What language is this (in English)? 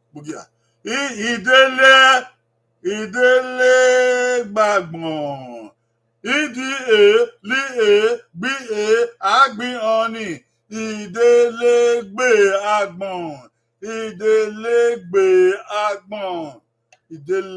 Bini